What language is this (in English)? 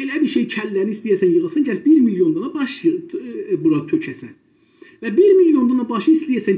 South Azerbaijani